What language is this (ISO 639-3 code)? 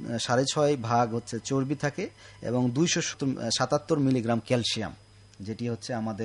ben